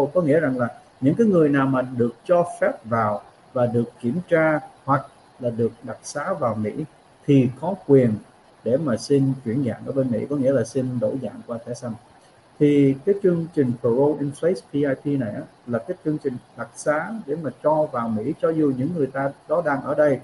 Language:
Vietnamese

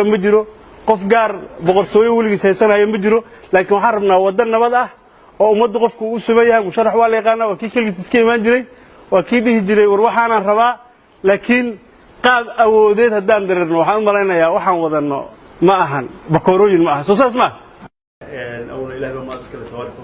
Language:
Somali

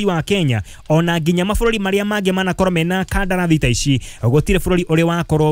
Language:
Kikuyu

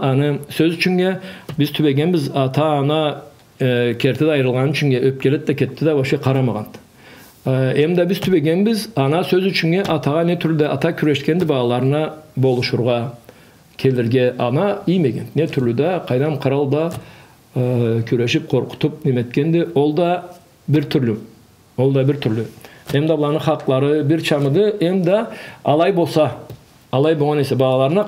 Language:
Karachay-Balkar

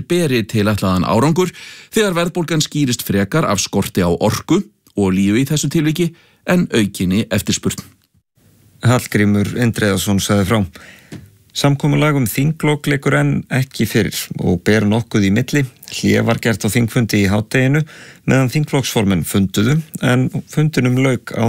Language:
Icelandic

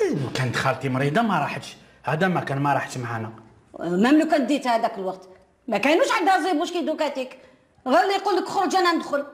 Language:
Algerian Arabic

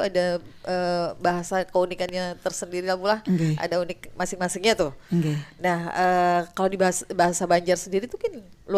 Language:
Banjar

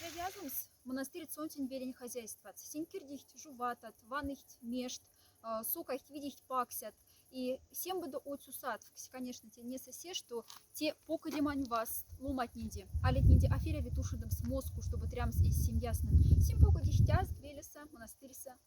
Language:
Moksha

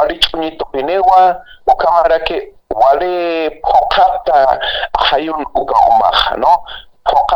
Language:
Aymara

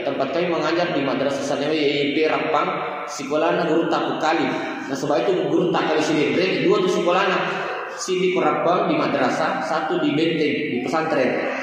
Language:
Buginese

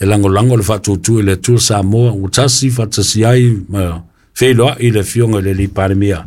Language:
Samoan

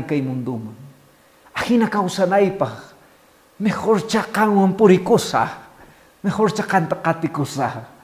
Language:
Quechua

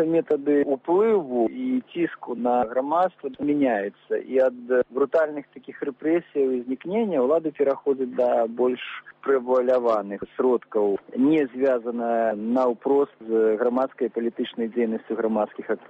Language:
Belarusian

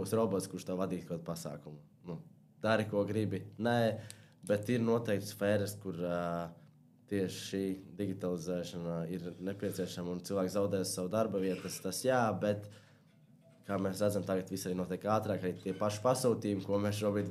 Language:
Latvian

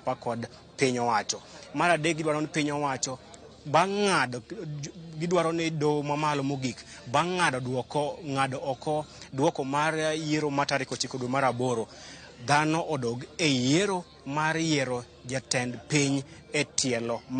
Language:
Luo (Kenya and Tanzania)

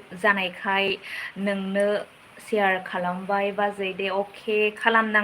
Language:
Bodo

